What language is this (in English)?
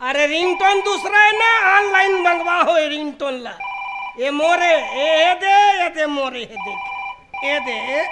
Chhattisgarhi